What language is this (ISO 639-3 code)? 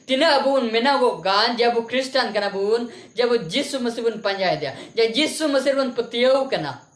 sat